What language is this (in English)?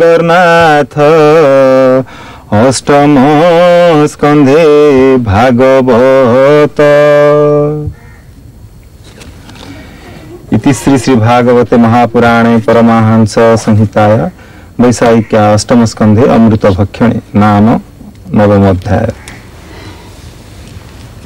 Odia